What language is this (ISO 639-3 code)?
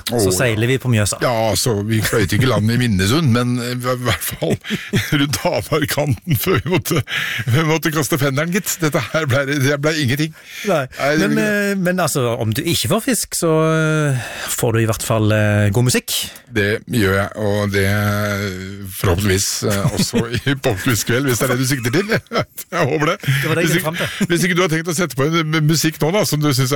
nor